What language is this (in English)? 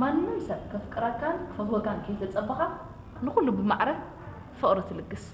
Tigrinya